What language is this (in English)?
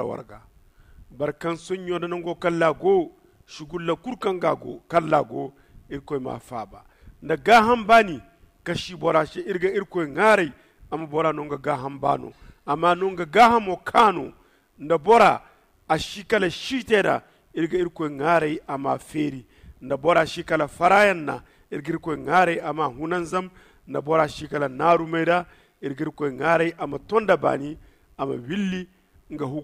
Zarma